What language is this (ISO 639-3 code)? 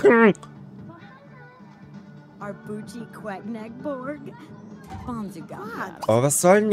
deu